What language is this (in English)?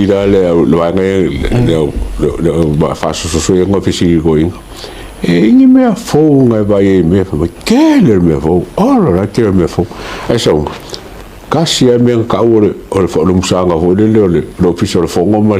Samoan